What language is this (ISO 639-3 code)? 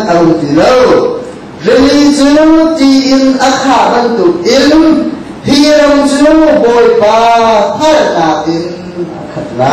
cnh